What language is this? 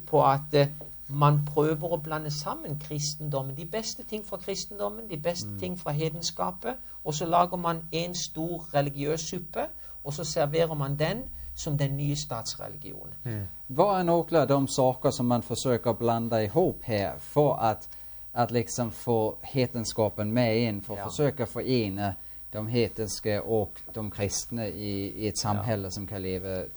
Norwegian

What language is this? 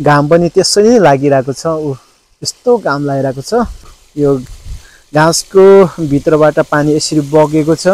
Nepali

